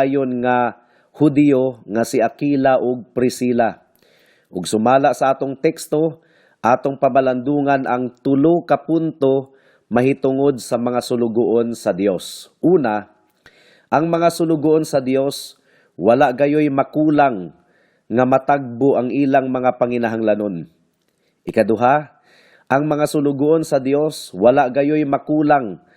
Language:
Cebuano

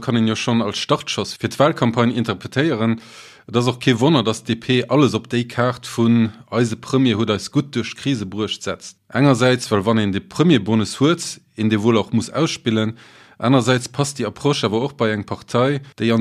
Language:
Luxembourgish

